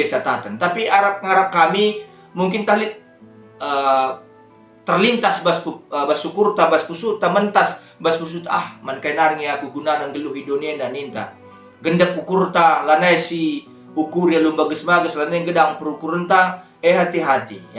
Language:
Batak Karo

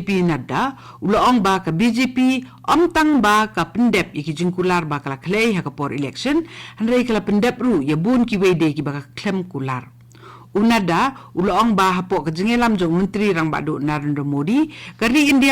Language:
Khasi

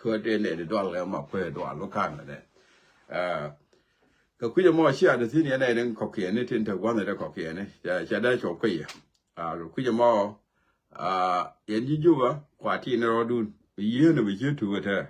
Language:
Nuer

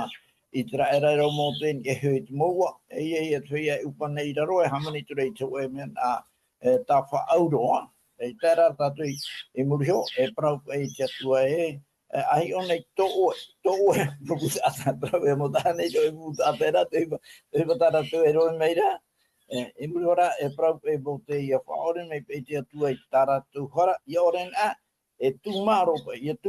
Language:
Tahitian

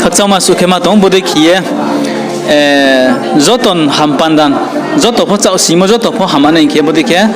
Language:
Riang (India)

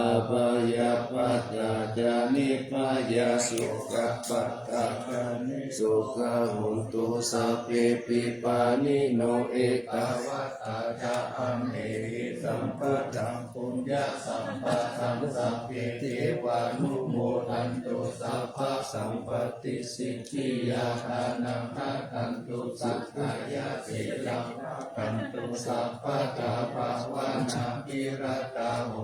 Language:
Pali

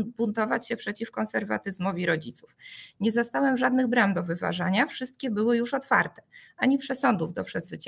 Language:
Polish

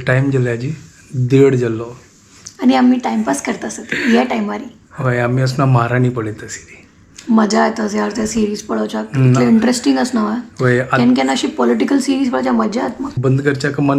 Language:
Konkani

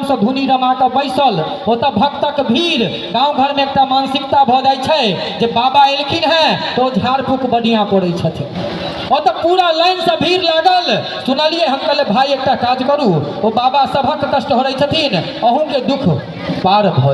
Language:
Maithili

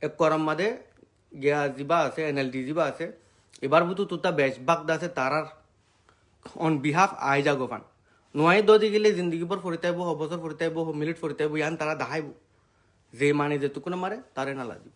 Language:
Rohingya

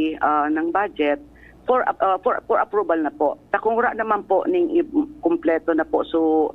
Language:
Bikol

